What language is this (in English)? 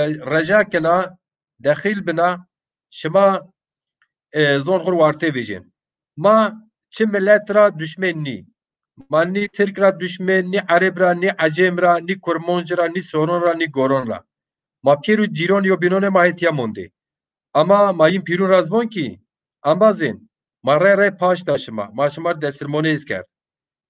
Zaza